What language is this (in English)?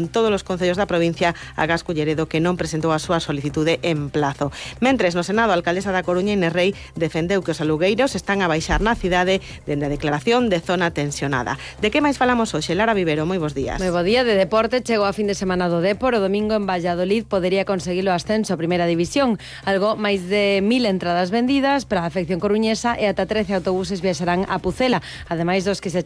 Galician